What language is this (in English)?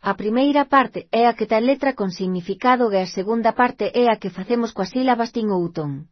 Galician